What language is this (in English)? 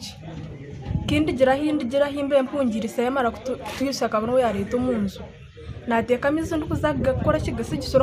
Nyankole